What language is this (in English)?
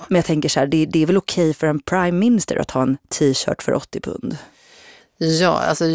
Swedish